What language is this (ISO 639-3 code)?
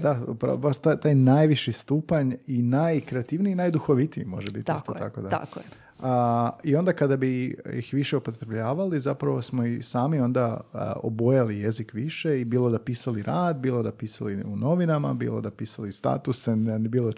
hrv